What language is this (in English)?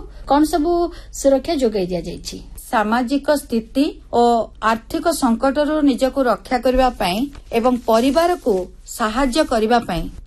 Odia